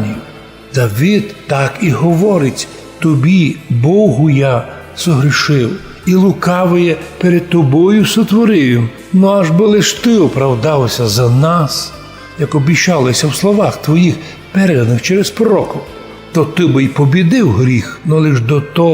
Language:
Rusyn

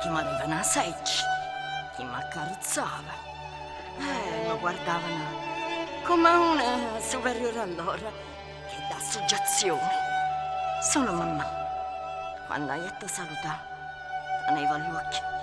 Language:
Neapolitan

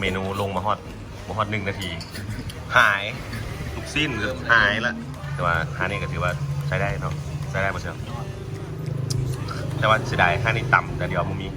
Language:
Lao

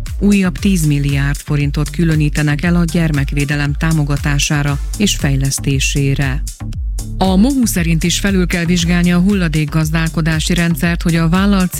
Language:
Hungarian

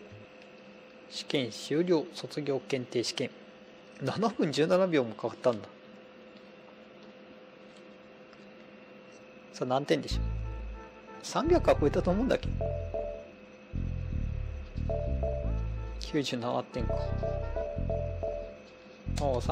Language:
Japanese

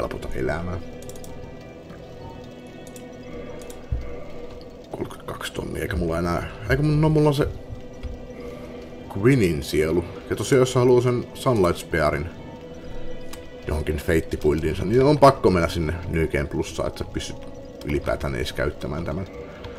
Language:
Finnish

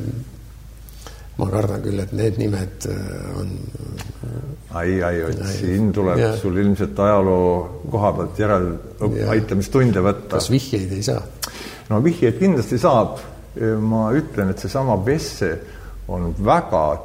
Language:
Estonian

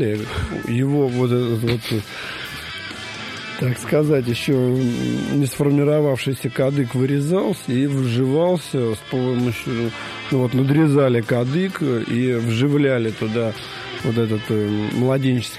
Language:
Russian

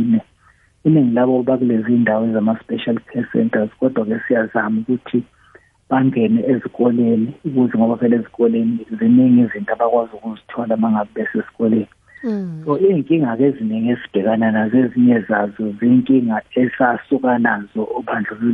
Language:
South Ndebele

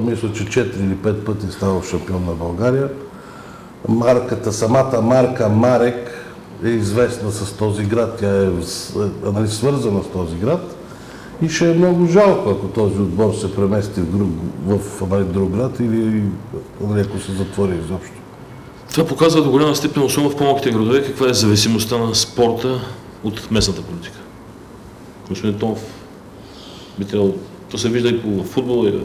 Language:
Bulgarian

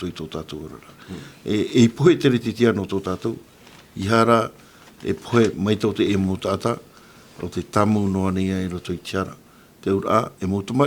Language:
Tahitian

